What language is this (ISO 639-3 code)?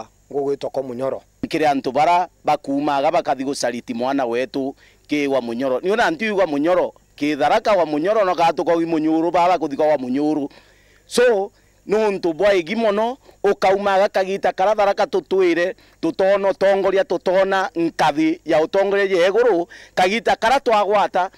mer